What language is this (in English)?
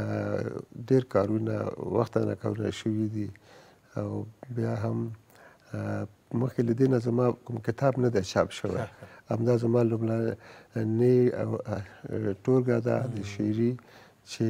Pashto